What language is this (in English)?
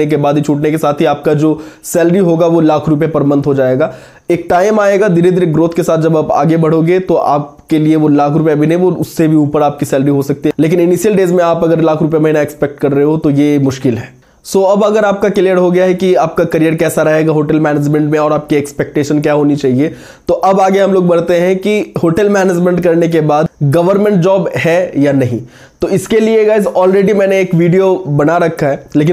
Hindi